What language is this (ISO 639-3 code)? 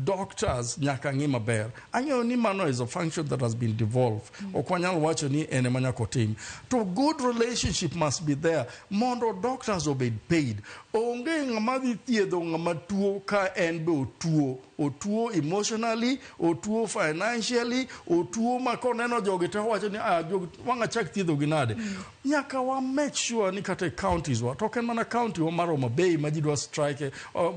luo